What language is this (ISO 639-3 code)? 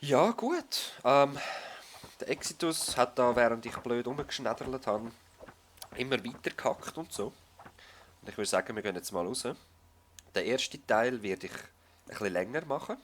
gsw